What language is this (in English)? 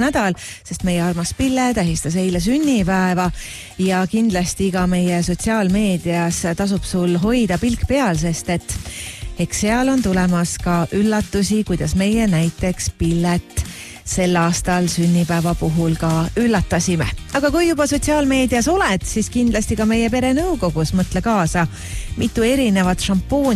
Estonian